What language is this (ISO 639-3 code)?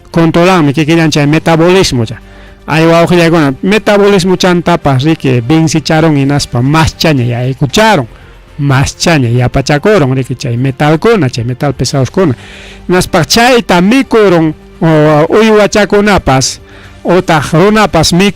quy